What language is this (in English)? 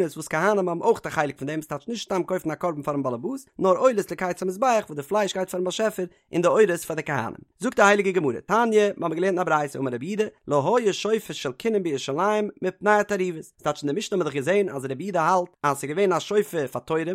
Yiddish